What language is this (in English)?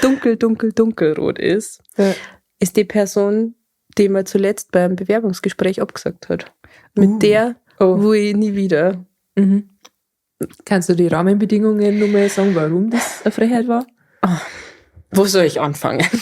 Bavarian